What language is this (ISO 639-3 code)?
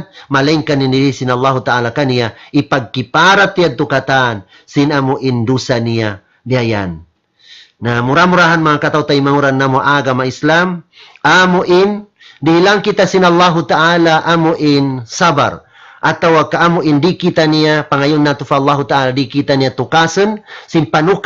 tsg